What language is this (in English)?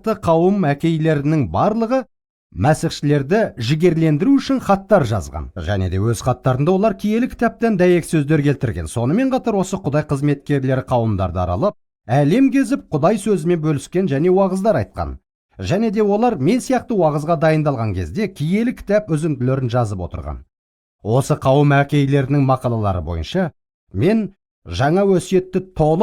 Kazakh